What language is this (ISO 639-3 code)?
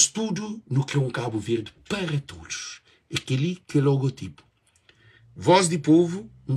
kea